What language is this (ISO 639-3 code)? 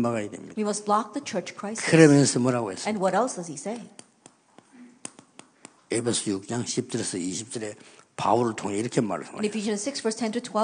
kor